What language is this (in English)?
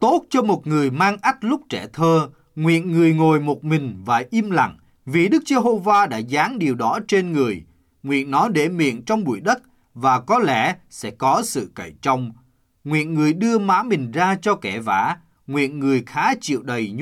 Vietnamese